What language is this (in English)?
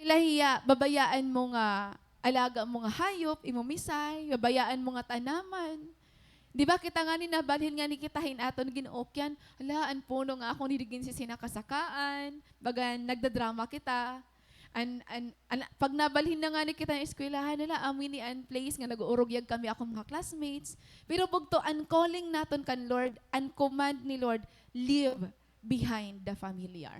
Waray